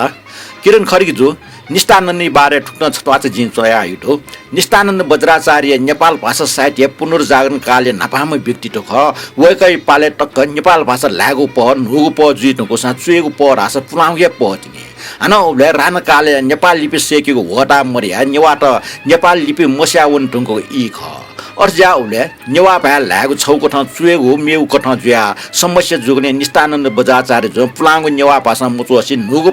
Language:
Newari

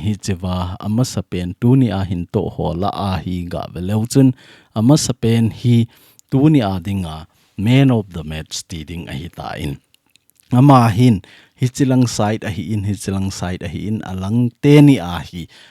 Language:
Thado Chin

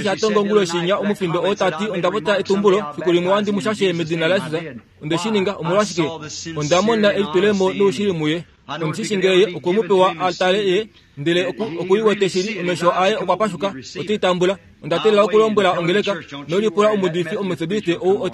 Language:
Kuanyama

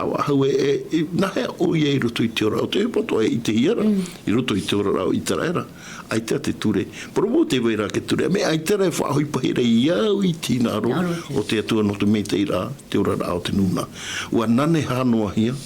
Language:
Tahitian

